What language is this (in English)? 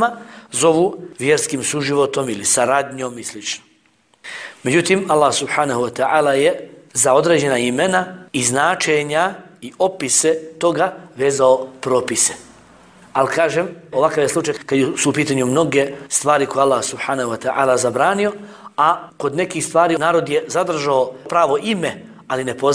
Bosnian